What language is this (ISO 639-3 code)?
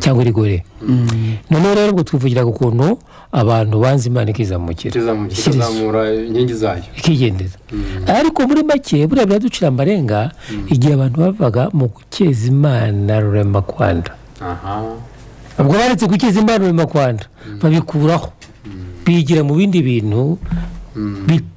kin